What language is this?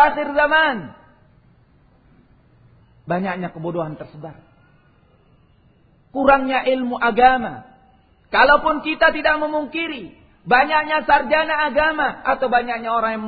Indonesian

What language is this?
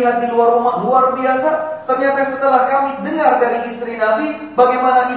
Indonesian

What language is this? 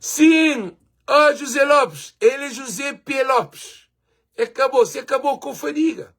Kabuverdianu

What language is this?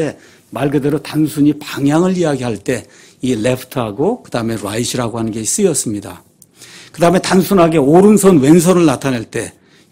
Korean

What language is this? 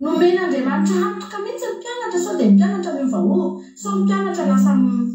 Malagasy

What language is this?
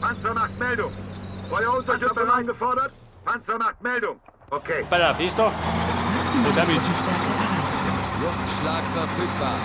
Bavarian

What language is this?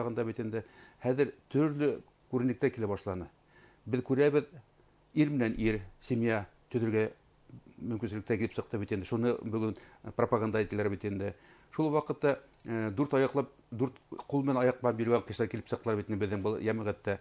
Bashkir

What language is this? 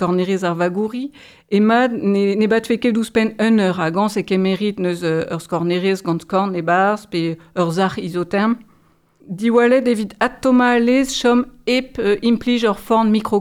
Breton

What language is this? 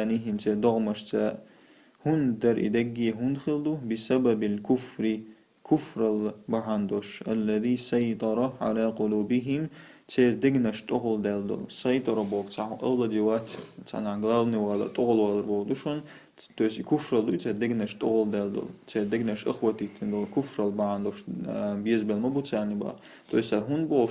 Chechen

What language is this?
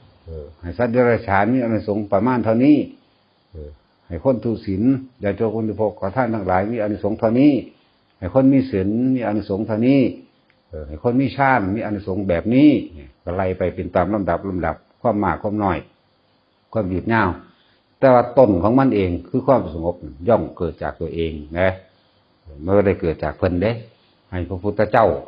Northeastern Thai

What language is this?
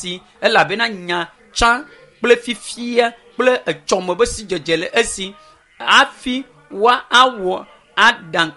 Ewe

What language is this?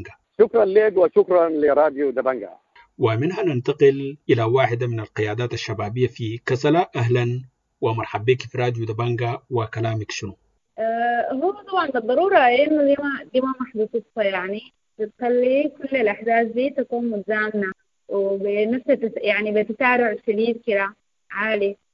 Sudanese Arabic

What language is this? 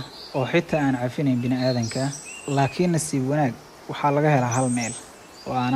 Somali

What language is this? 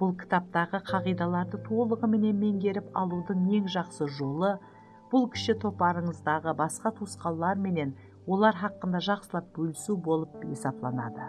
Kara-Kalpak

